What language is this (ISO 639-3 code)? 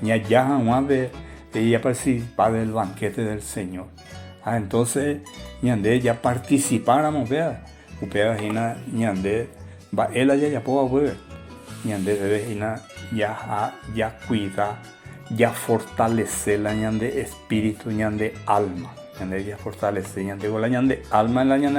grn